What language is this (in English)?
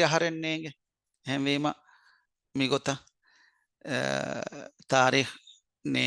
Divehi